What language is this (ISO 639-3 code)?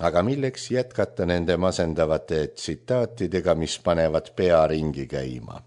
est